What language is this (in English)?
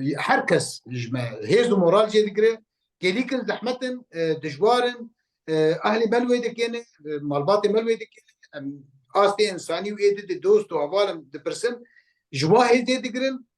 Kurdish